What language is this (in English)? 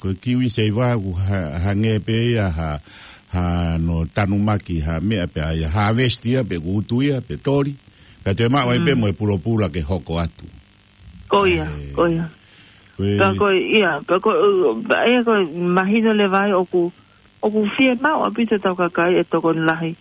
Tongan